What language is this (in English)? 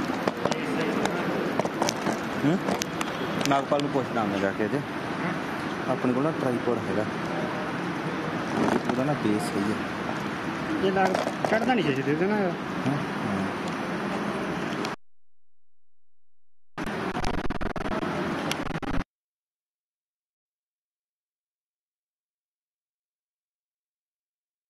Punjabi